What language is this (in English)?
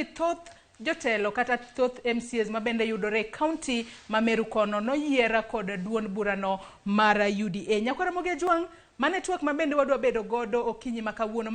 Luo (Kenya and Tanzania)